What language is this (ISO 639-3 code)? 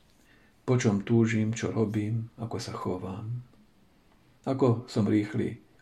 slk